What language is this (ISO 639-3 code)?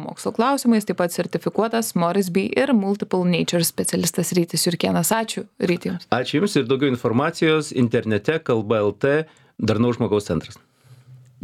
lit